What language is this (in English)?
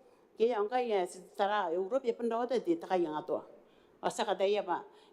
Gilbertese